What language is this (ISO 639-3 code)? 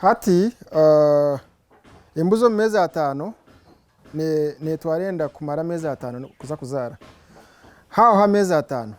nyn